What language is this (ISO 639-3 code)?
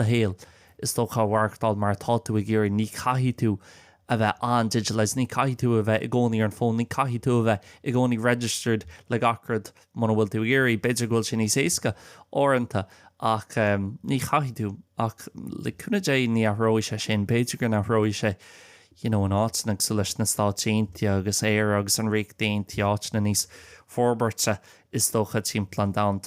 gle